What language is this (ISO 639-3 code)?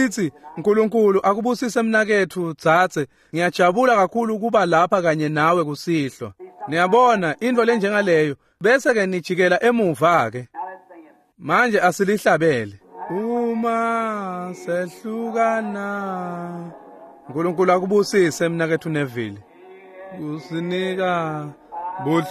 ssw